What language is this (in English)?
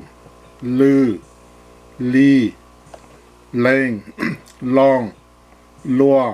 Hmong